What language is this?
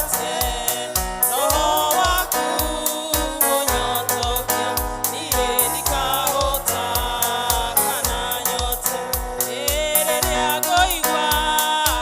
Kikuyu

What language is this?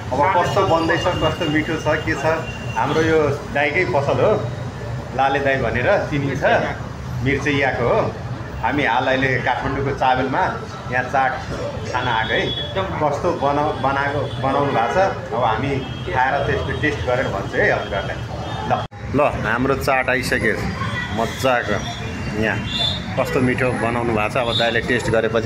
Nepali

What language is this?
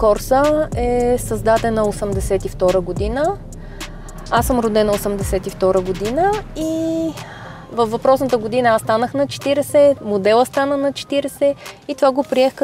Bulgarian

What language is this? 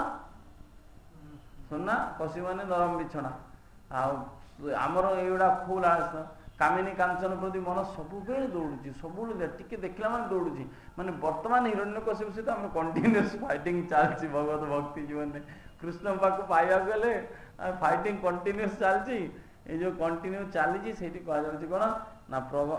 Odia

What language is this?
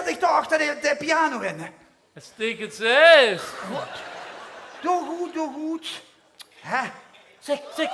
Limburgish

